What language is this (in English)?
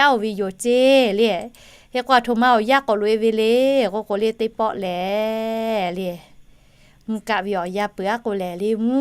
Lahu